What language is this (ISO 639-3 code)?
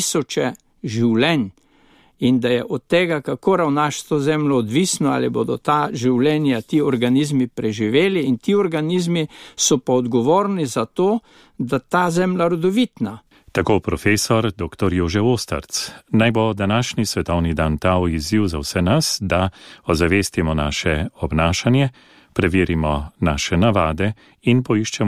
slv